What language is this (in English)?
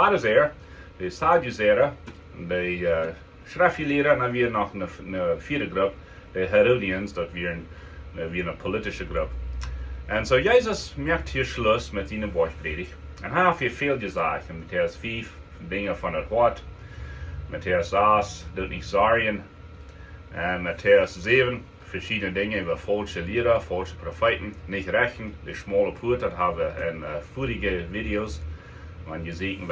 Plautdietsch